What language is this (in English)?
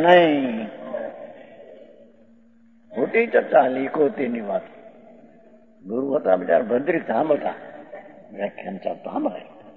Gujarati